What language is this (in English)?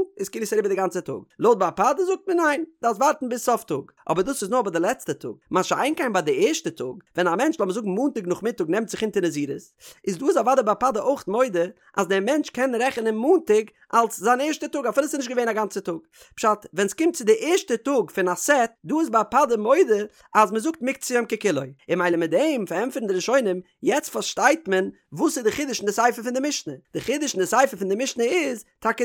Yiddish